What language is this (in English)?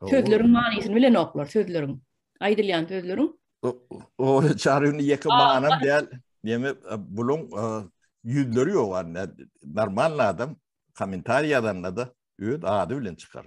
Turkmen